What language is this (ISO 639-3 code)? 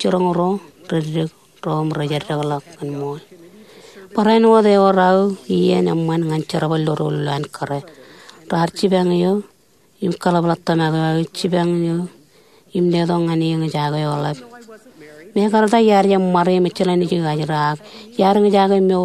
mah